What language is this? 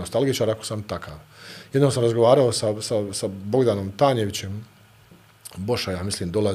Bosnian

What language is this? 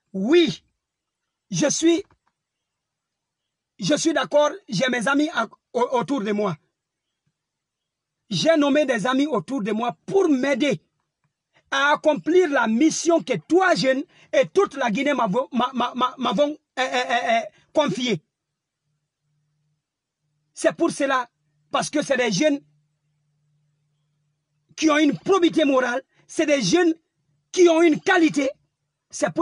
French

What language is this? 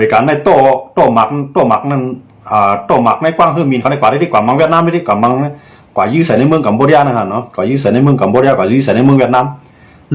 Shan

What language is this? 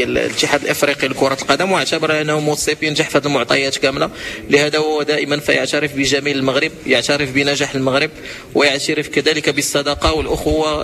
Moroccan Arabic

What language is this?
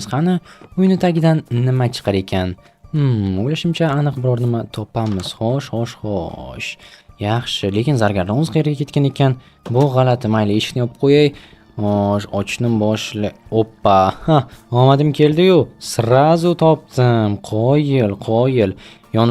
Uzbek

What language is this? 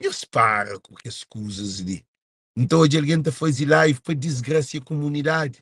Kabuverdianu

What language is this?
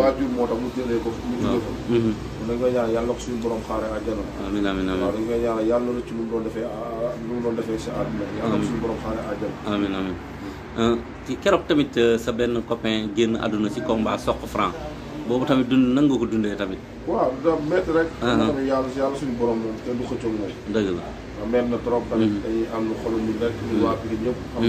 Wolof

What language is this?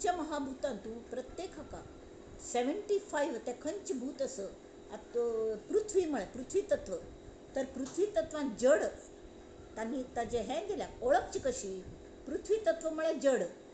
Konkani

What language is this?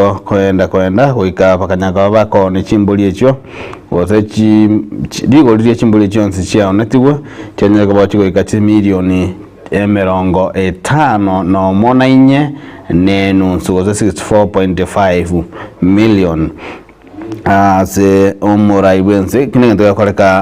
Gusii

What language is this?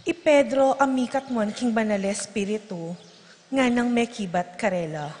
Pampanga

